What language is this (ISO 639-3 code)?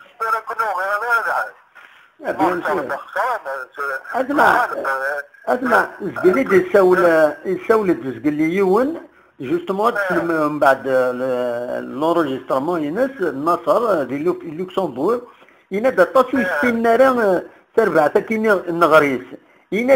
kab